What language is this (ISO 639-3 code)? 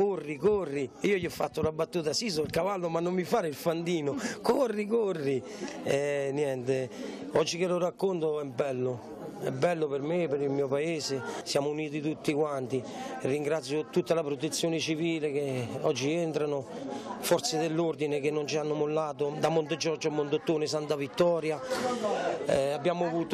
ita